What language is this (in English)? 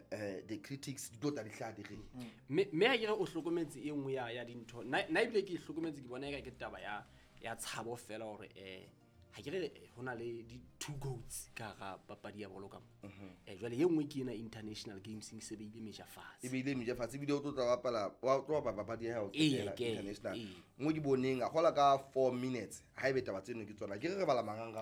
Southern Sotho